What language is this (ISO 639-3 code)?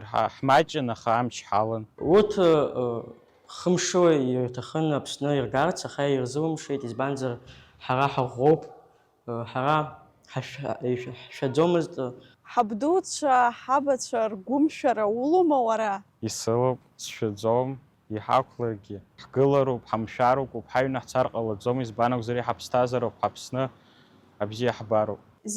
abk